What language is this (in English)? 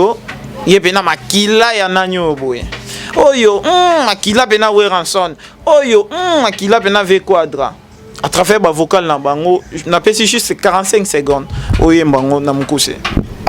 Lingala